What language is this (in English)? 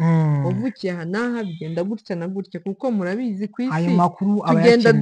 Kinyarwanda